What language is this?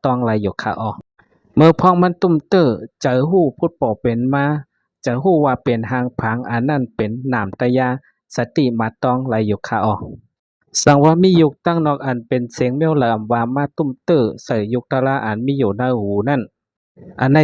Shan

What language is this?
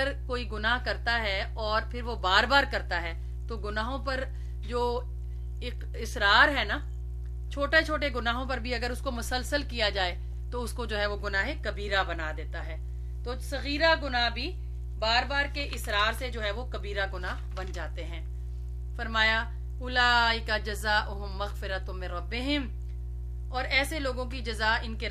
Urdu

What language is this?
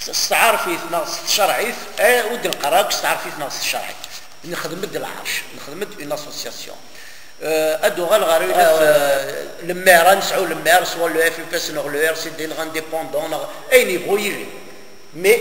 Kabyle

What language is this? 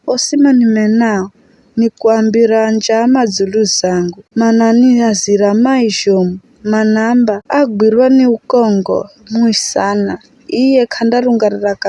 Giryama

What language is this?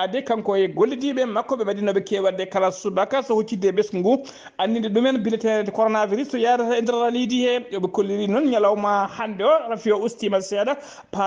Fula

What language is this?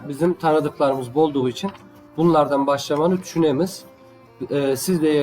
Crimean Tatar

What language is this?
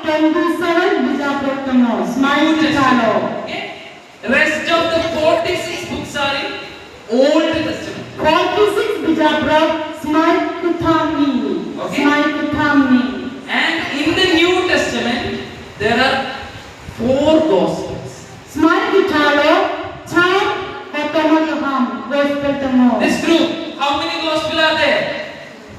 Kok Borok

